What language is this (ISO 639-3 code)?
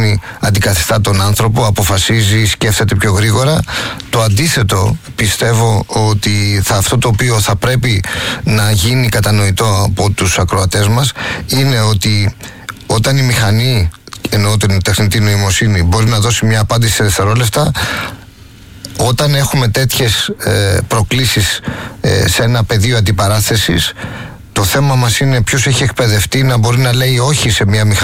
ell